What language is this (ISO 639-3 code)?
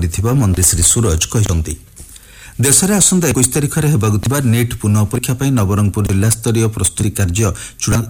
ori